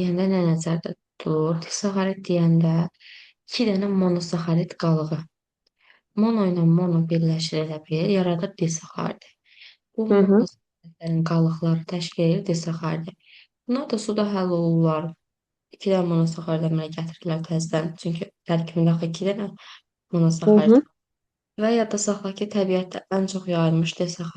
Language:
Azerbaijani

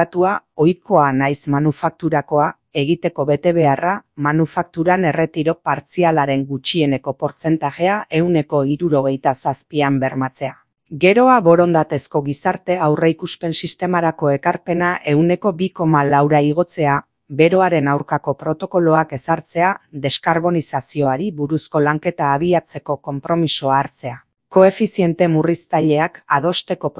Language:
Basque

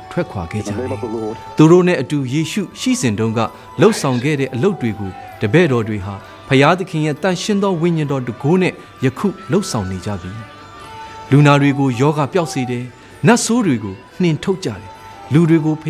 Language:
Burmese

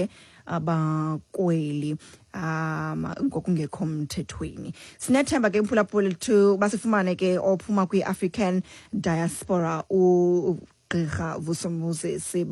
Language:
Xhosa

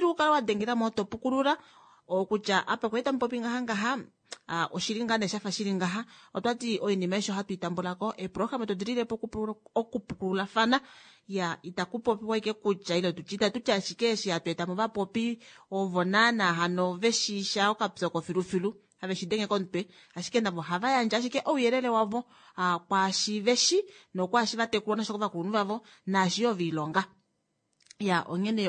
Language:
Kuanyama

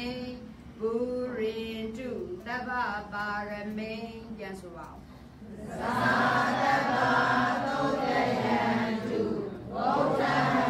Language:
Burmese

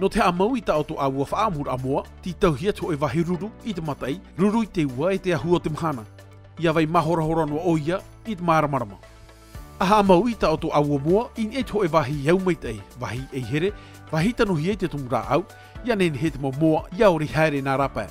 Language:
Tahitian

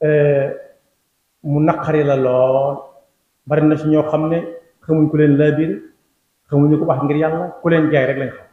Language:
Wolof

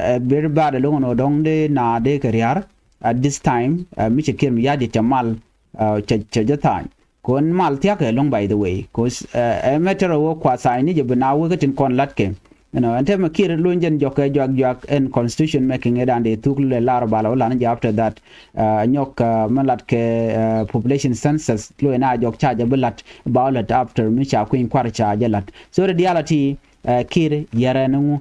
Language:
Nuer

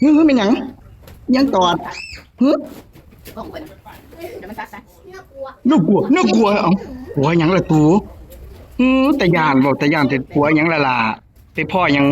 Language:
Northeastern Thai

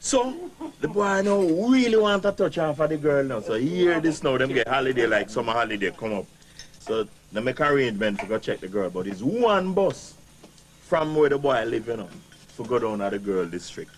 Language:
Jamaican Creole English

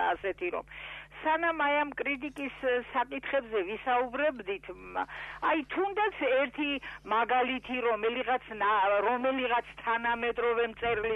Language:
Georgian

